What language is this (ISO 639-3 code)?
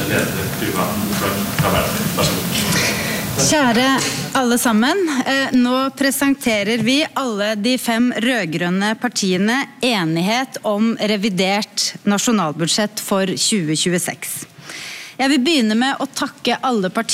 nor